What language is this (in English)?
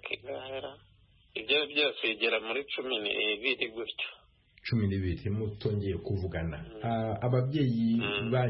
Kinyarwanda